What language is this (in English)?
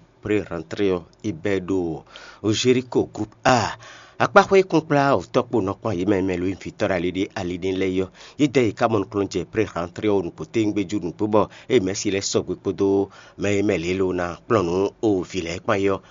Fon